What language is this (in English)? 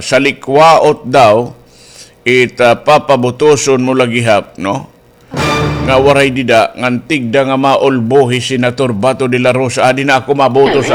Waray